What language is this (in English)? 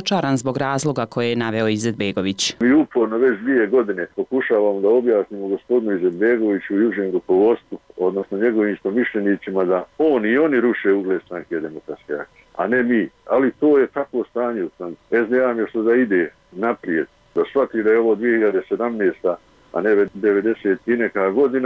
Bosnian